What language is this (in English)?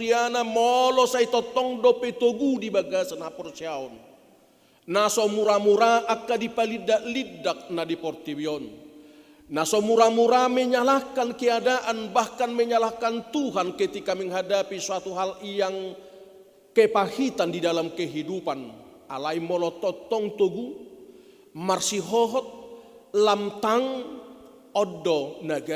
Batak Toba